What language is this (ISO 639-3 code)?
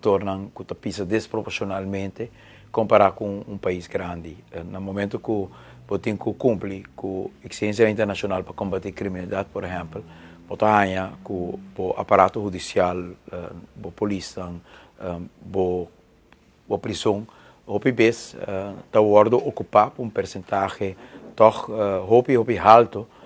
pap